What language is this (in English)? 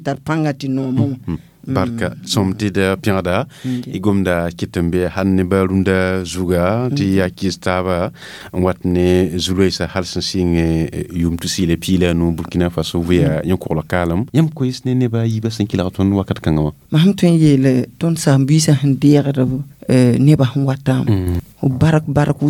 Mossi